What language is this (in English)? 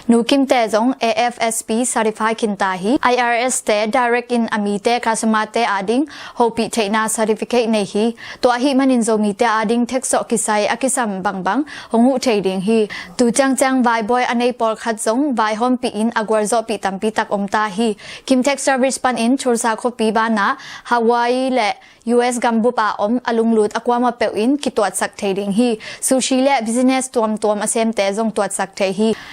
Tedim Chin